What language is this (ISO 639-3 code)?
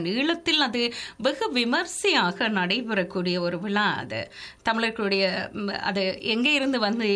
tam